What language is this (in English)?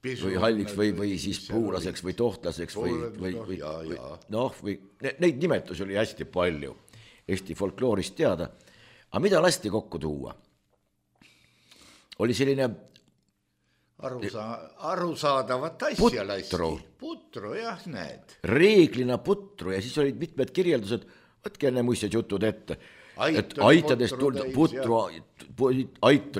Estonian